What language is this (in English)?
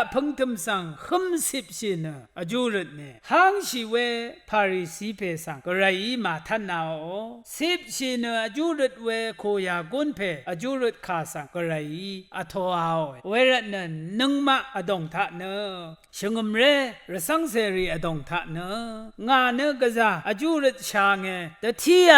Rawang